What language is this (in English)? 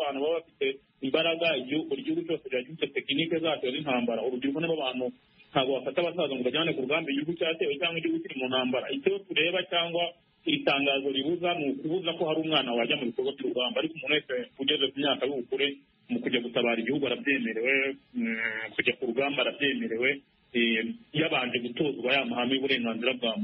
Kinyarwanda